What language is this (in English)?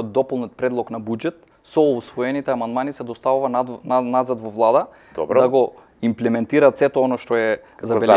Macedonian